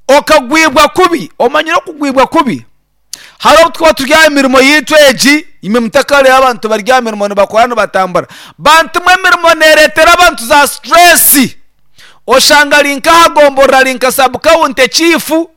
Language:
Nyankole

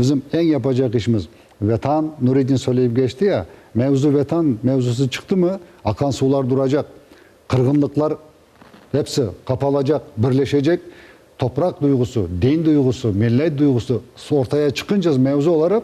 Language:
Crimean Tatar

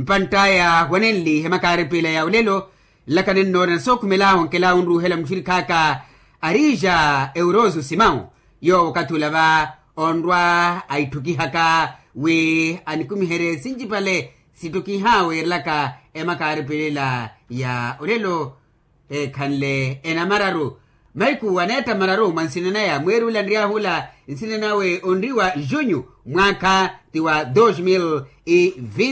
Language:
Makhuwa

